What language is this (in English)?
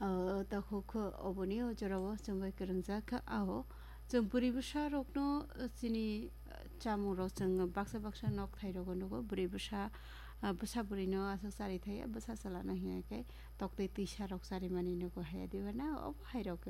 Kok Borok